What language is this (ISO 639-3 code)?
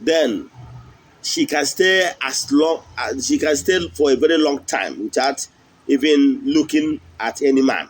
ibo